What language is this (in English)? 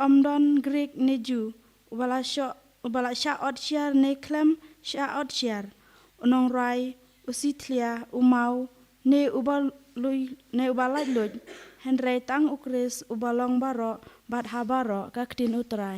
Khasi